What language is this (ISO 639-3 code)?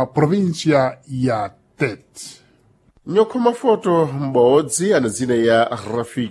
seh